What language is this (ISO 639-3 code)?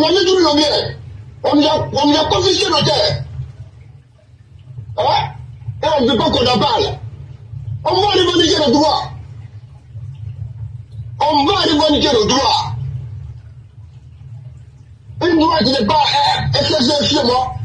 fra